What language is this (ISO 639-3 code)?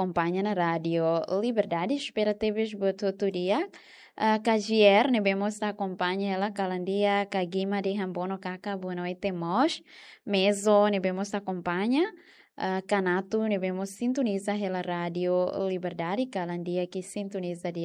tet